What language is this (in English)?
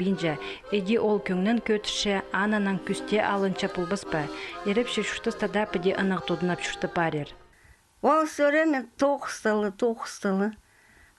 Khakas